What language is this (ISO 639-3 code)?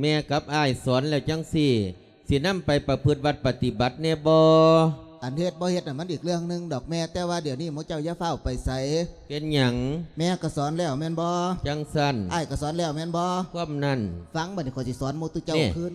lao